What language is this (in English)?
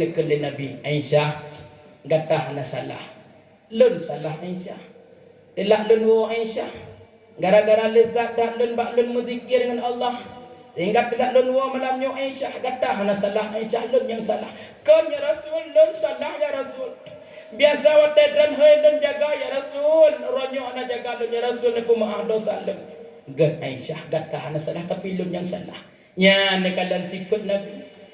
Achinese